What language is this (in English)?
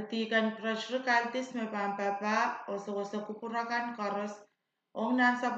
Pohnpeian